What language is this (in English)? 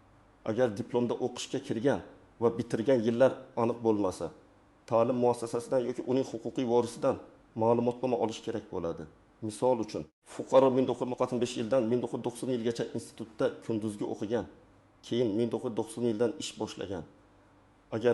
Uzbek